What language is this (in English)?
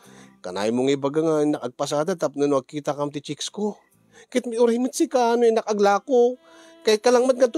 Iloko